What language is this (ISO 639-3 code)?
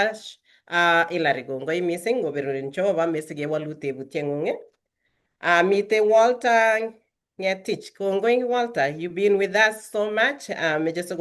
kln